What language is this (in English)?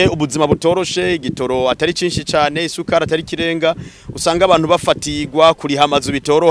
Rundi